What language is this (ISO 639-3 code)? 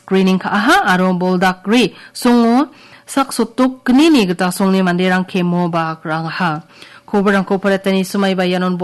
grt